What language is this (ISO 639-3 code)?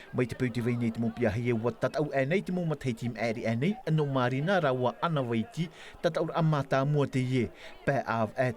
tah